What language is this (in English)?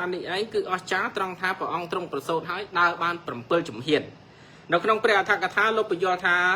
Khmer